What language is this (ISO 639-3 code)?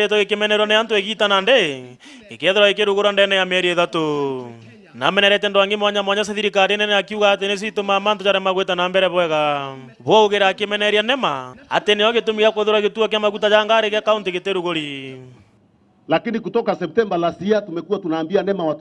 mer